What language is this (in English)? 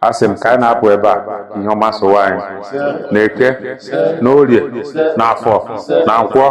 Igbo